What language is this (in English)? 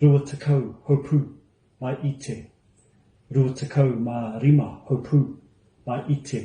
Māori